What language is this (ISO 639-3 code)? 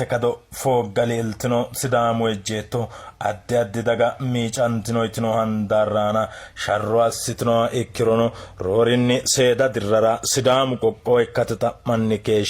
sid